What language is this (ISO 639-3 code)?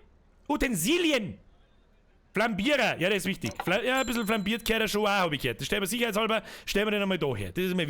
bar